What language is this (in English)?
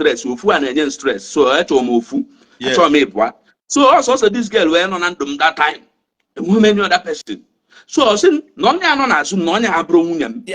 Igbo